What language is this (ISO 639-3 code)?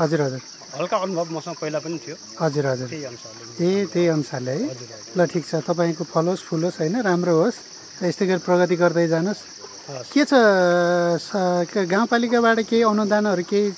nep